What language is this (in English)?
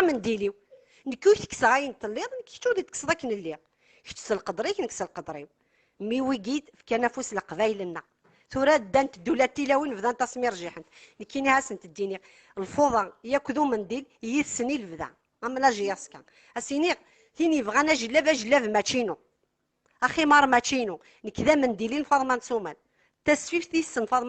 Kabyle